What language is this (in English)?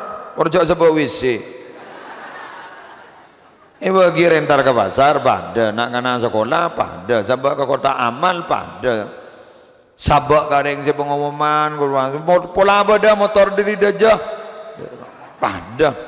Madurese